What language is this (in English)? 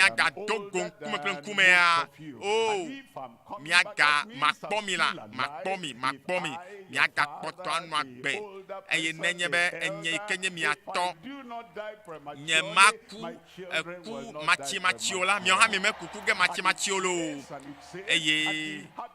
Ewe